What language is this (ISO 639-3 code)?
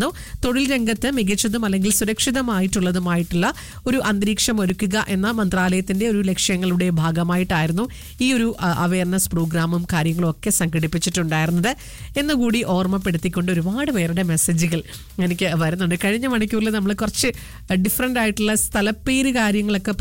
mal